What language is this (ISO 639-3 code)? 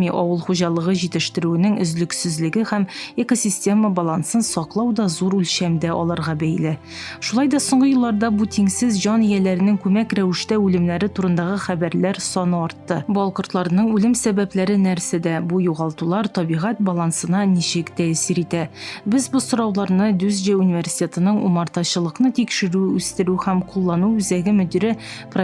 tat